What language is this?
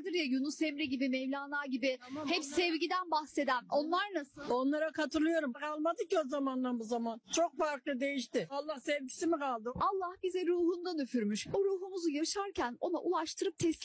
Turkish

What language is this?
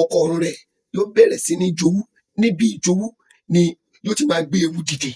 Yoruba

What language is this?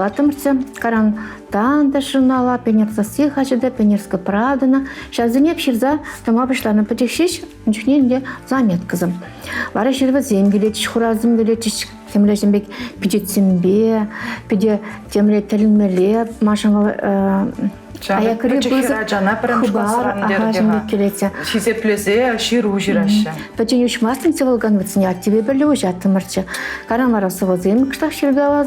Chuvash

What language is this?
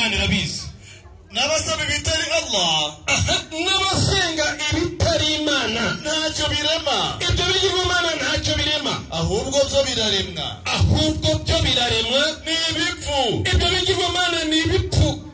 Kinyarwanda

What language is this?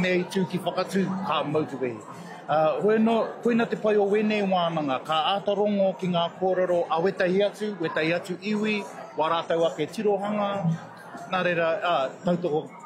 Māori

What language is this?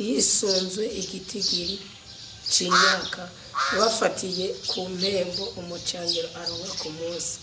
Rundi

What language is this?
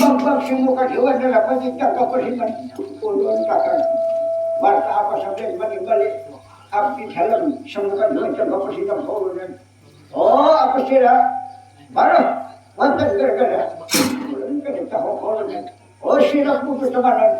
Banjar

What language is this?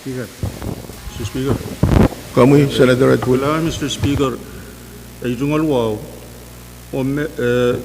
Pohnpeian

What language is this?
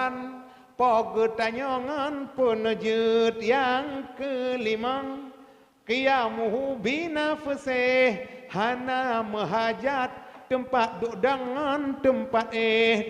Achinese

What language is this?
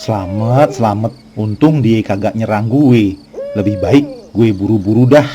Betawi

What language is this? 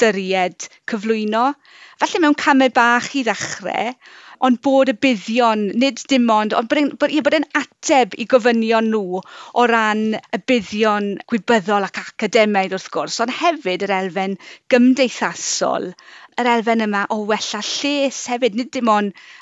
Welsh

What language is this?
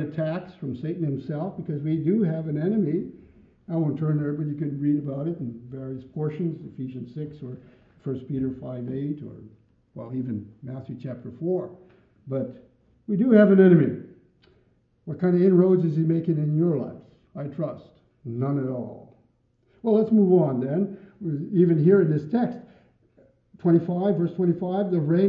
English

